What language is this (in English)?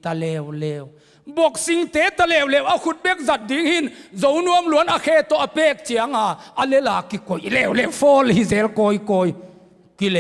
Tedim Chin